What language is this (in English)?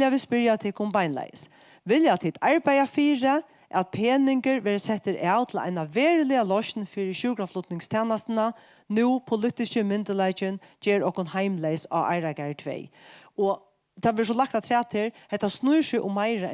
Faroese